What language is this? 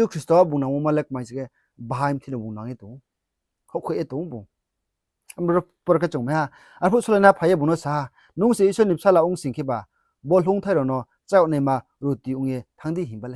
Riang (India)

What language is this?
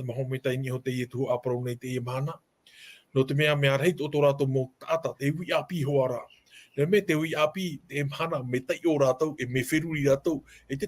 Tahitian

